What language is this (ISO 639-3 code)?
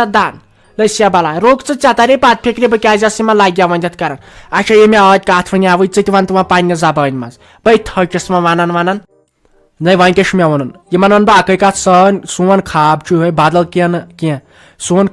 kas